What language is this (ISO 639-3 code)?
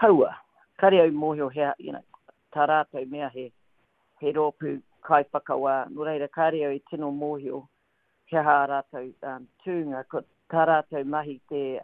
mri